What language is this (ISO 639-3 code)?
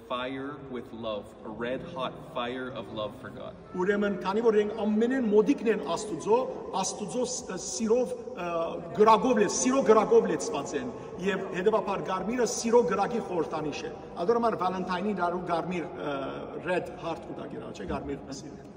hyw